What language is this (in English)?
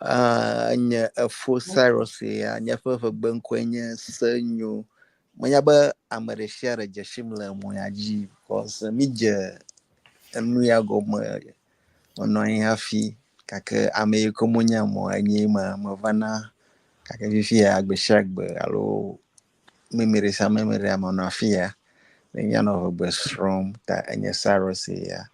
Ewe